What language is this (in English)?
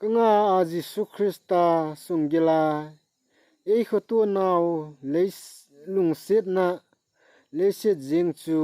Thado Chin